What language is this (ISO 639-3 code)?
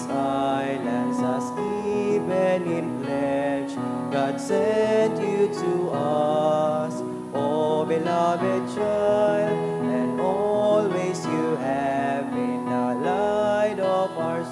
bik